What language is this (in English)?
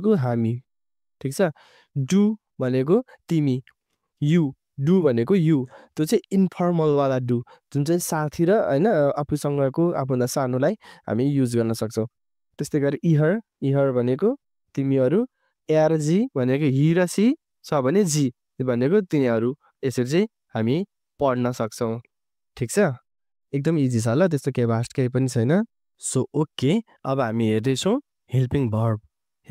Nepali